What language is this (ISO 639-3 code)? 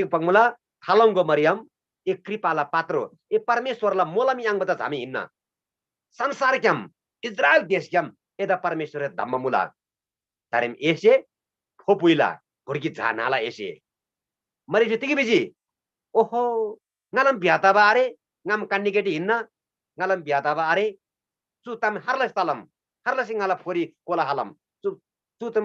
taj